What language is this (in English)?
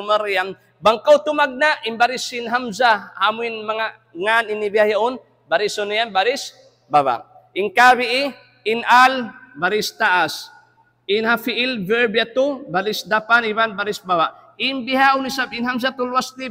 Tausug